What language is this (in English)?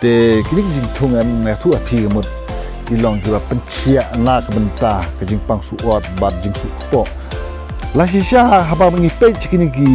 Khasi